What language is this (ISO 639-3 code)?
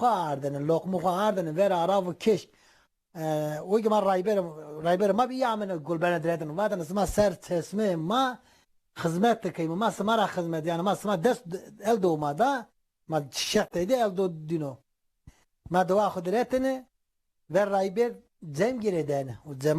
zza